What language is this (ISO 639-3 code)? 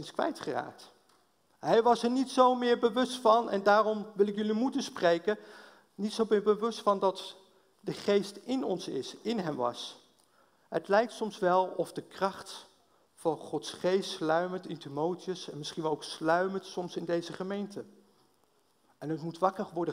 nld